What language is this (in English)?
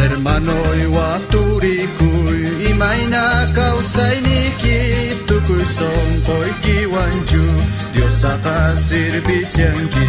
South Bolivian Quechua